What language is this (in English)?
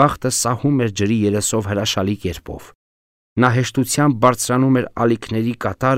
Armenian